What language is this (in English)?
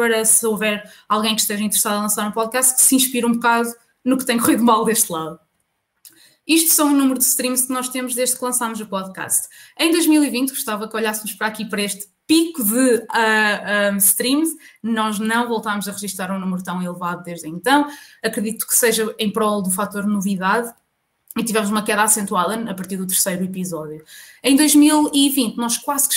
Portuguese